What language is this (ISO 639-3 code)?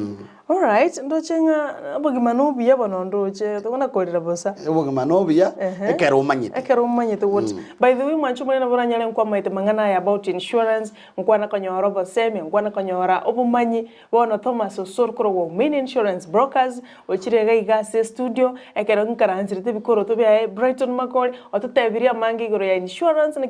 guz